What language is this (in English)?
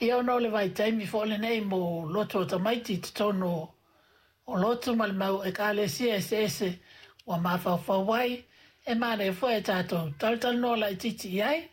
Samoan